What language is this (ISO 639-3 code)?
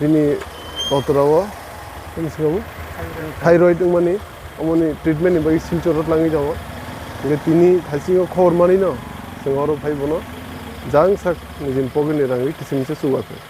trp